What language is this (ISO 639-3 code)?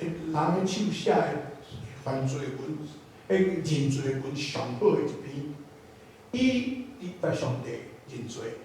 nan